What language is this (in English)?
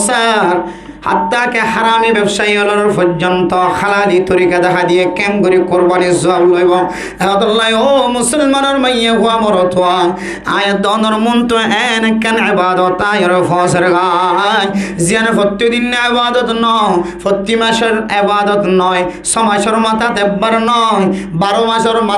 Rohingya